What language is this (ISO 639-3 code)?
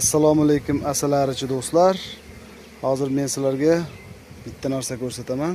uzb